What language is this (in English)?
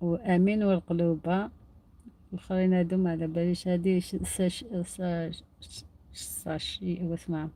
Algerian Arabic